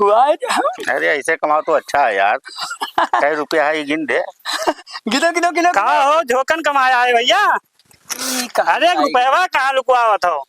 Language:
Awadhi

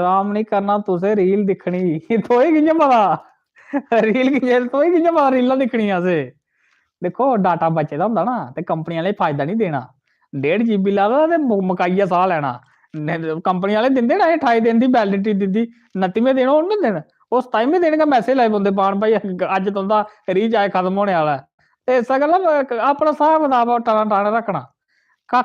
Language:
Dogri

